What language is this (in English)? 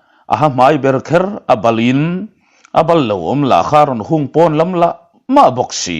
Mizo